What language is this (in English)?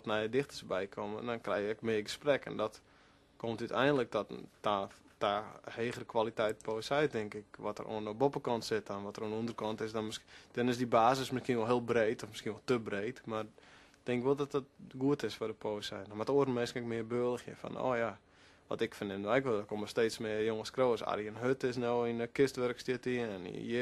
Western Frisian